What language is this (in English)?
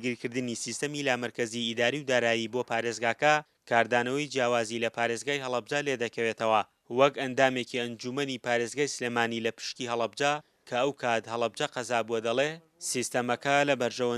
Central Kurdish